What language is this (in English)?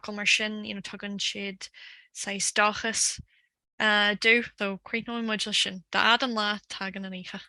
Irish